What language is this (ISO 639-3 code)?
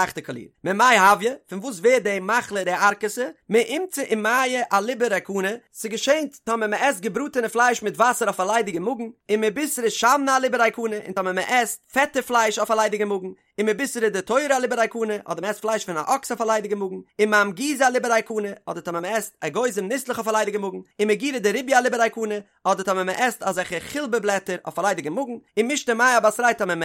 yid